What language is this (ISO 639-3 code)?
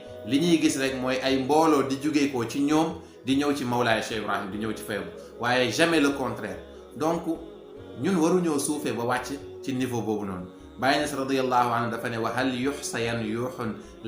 wol